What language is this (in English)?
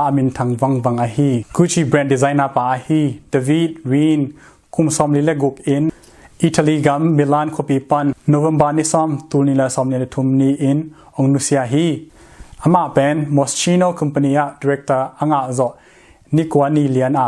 Tedim Chin